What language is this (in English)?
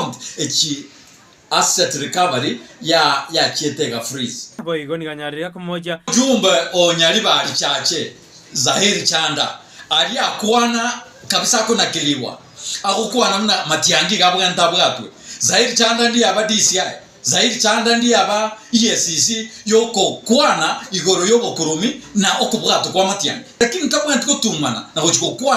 Gusii